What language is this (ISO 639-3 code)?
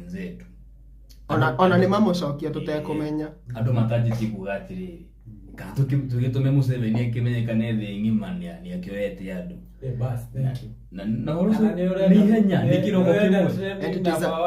kik